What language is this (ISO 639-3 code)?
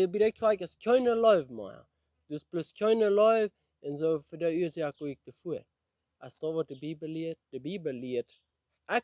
pdt